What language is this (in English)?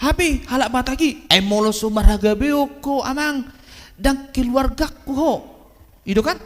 Batak Toba